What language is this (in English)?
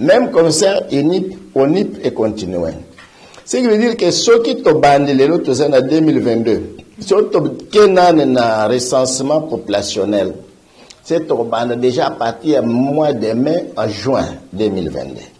Lingala